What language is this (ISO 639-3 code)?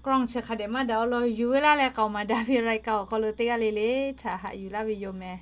lhu